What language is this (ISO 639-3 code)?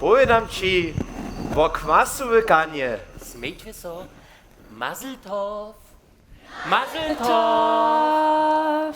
hsb